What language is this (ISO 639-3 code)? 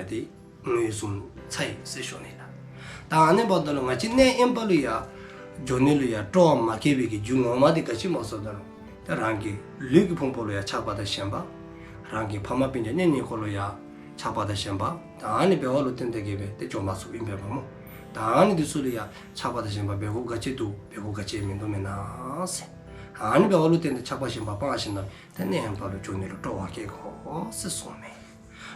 dzo